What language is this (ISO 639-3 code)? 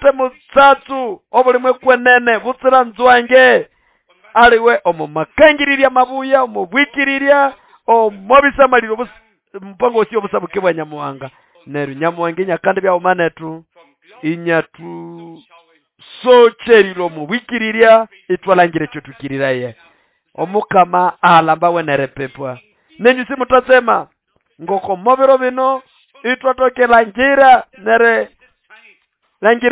nnb